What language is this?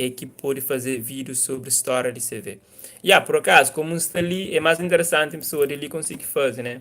Kabuverdianu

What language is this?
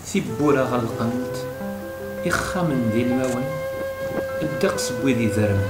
Kabyle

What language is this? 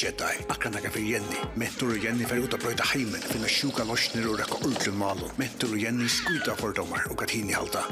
Faroese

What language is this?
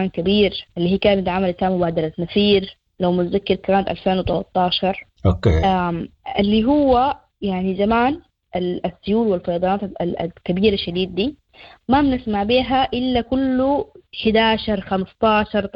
Sudanese Arabic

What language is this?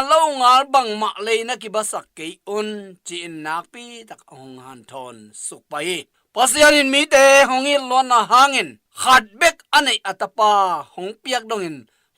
Tedim Chin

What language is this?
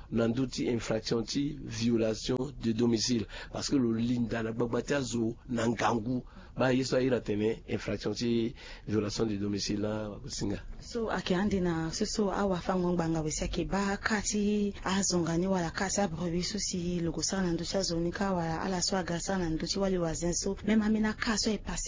Sango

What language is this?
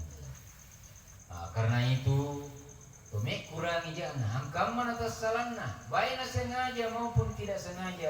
Buginese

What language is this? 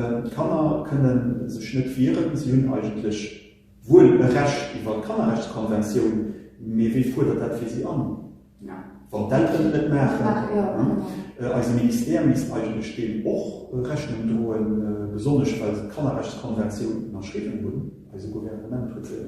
Luxembourgish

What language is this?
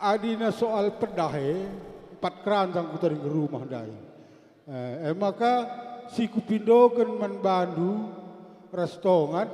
Batak Karo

